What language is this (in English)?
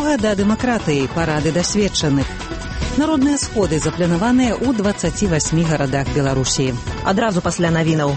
Belarusian